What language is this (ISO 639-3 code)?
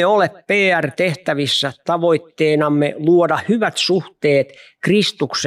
fin